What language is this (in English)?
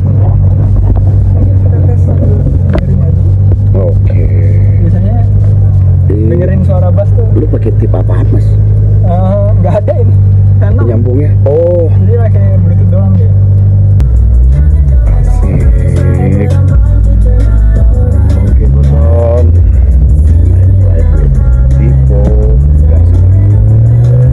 Indonesian